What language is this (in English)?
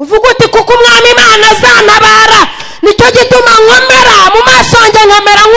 Kinyarwanda